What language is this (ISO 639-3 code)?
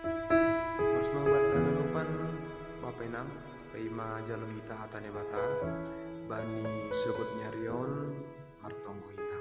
bts